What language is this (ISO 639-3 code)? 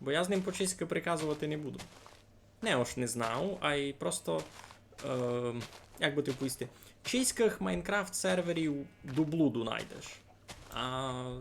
rue